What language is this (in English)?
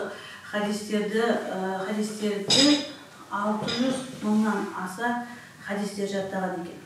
Kazakh